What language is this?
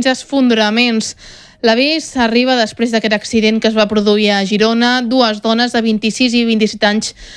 Catalan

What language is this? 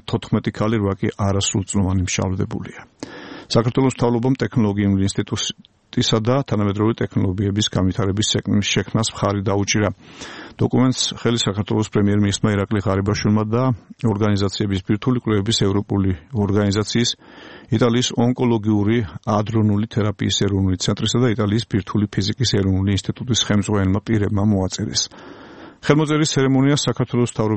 Georgian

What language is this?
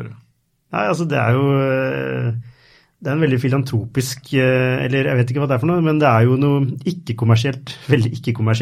Norwegian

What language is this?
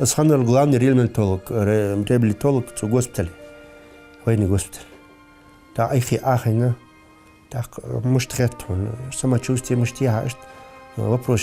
Ingush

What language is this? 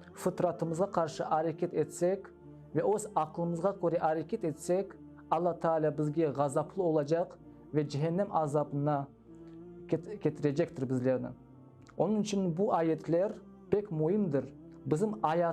Crimean Tatar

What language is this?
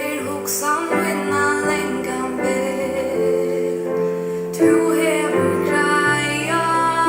Faroese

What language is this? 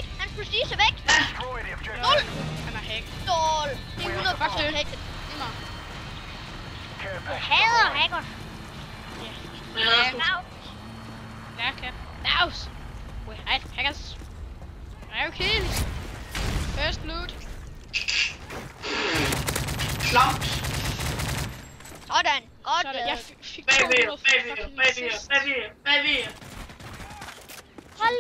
Danish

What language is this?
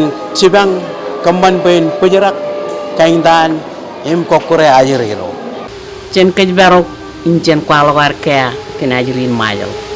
Marshallese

